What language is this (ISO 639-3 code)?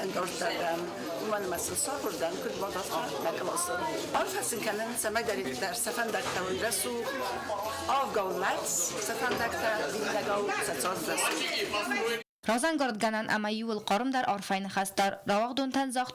oss